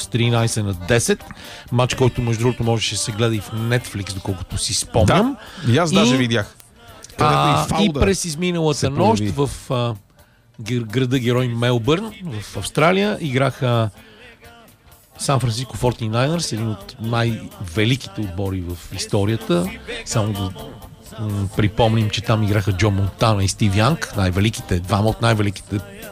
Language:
Bulgarian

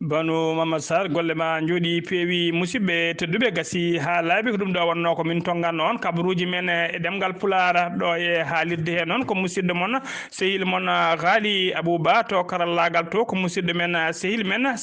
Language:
Fula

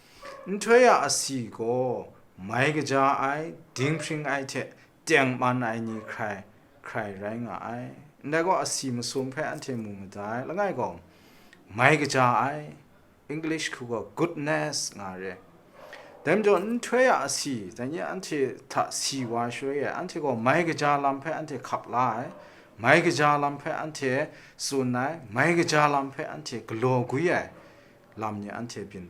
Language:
Kachin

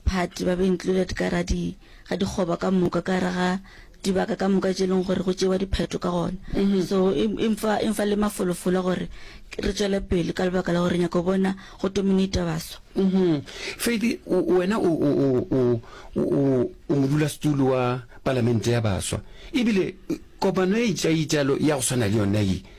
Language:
Northern Sotho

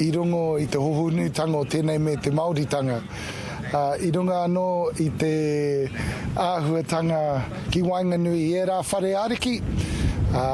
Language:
Māori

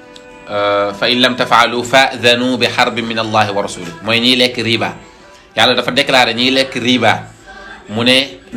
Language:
Wolof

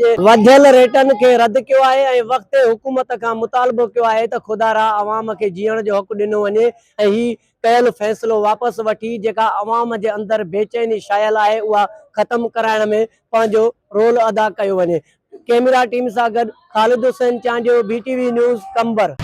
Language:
Sindhi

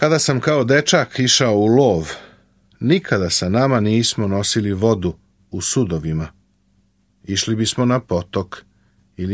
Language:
Serbian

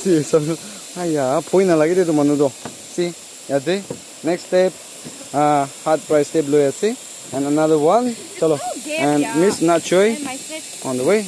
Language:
Naga Pidgin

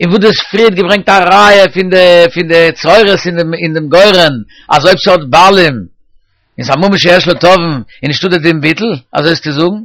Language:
Yiddish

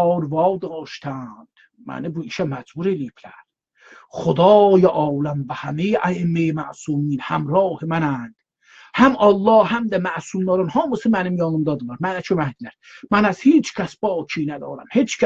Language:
South Azerbaijani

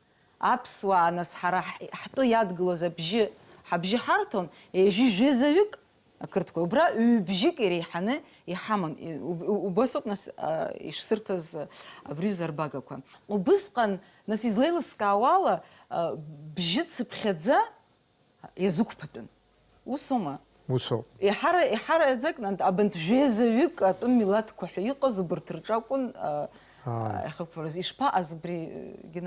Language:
Abkhazian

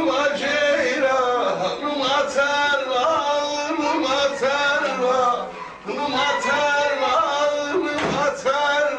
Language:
South Azerbaijani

